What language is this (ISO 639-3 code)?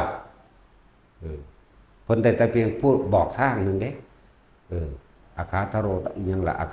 tts